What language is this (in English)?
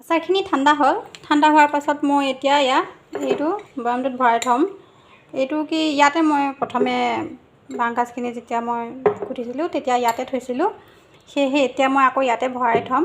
Assamese